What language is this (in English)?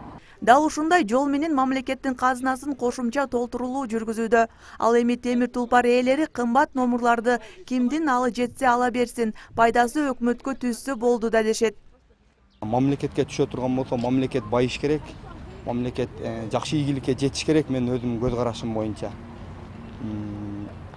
Kyrgyz